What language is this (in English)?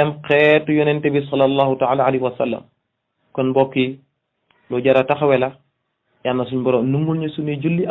Wolof